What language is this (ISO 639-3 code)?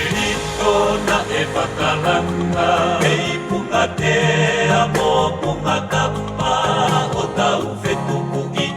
ton